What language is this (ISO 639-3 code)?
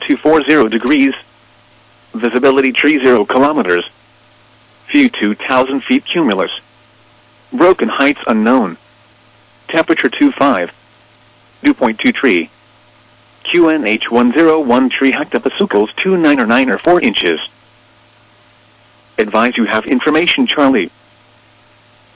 eng